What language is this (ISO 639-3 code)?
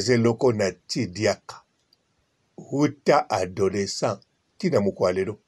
lin